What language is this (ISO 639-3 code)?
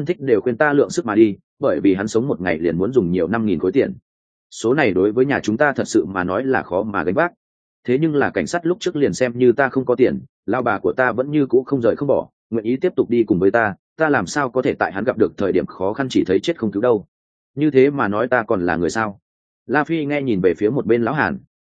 vie